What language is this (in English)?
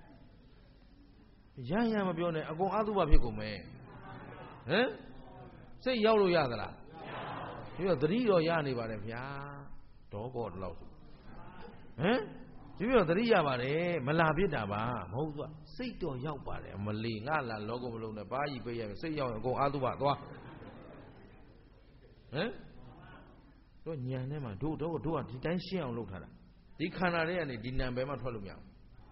Burmese